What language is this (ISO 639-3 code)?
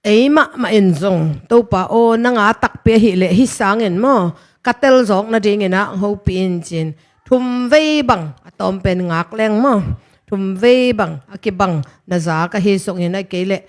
ctd